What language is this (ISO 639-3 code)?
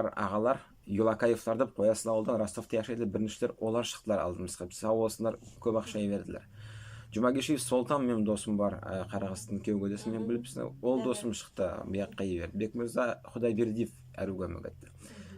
nog